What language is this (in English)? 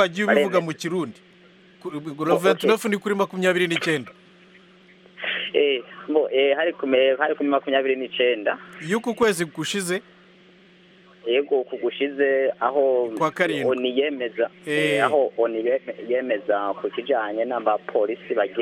Kinyarwanda